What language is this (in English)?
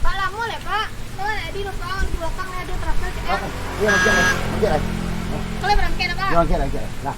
Minangkabau